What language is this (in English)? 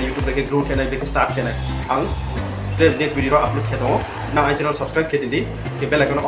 Riang (India)